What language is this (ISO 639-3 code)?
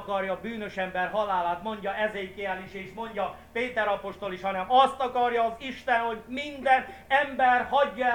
hun